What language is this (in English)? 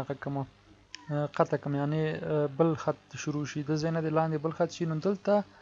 Pashto